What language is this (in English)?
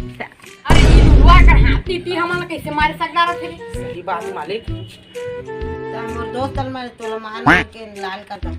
Chhattisgarhi